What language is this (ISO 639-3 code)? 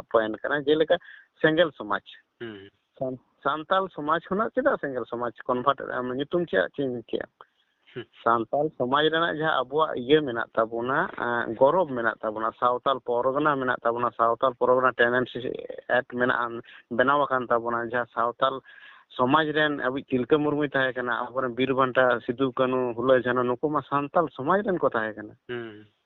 sat